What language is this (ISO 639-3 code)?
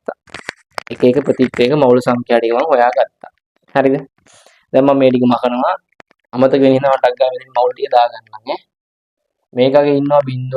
sin